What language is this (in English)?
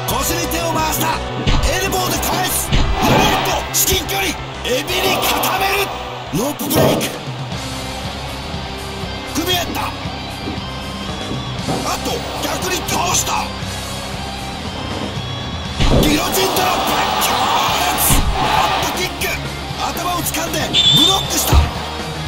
Japanese